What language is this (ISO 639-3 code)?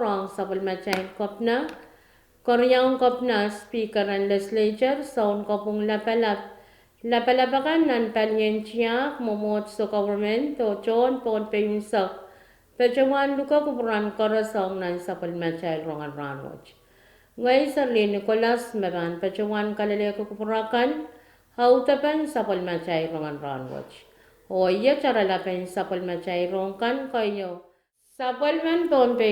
pon